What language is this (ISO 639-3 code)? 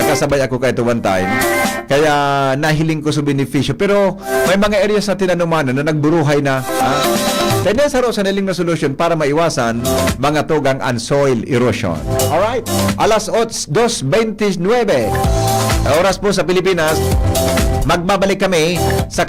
bik